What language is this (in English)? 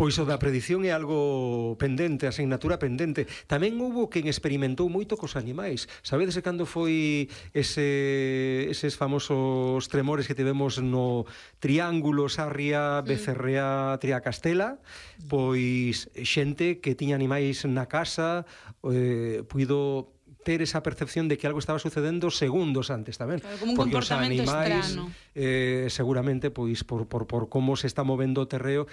Galician